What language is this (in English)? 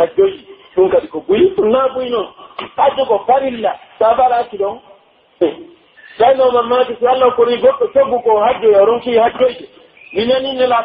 Pular